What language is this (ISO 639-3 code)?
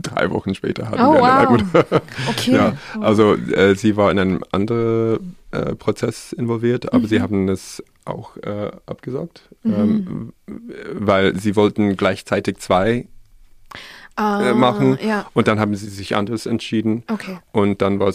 deu